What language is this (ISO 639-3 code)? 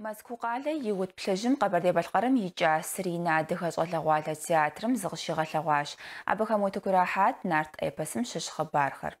kbd